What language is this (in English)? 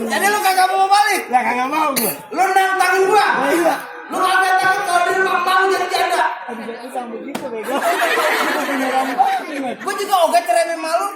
Betawi